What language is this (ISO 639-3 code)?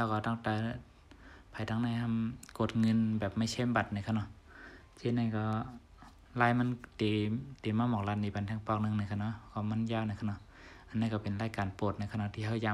shn